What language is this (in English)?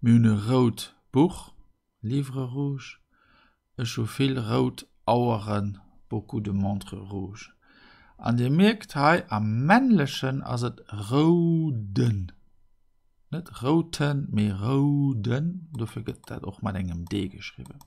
Luxembourgish